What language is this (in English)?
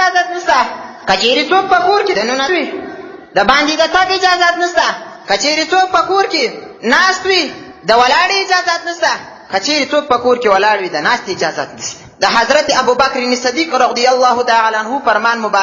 Pashto